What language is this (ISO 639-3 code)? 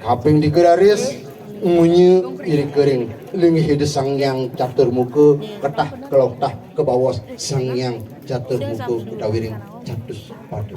ban